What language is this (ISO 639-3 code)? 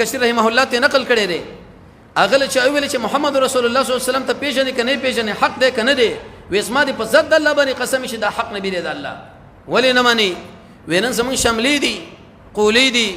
pus